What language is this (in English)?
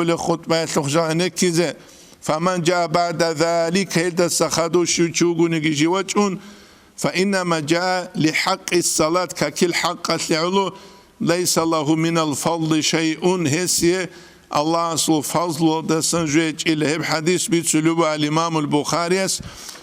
Avaric